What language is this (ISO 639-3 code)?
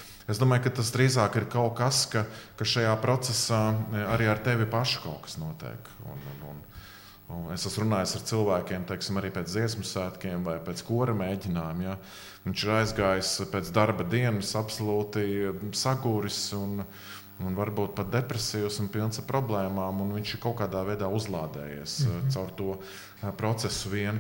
lav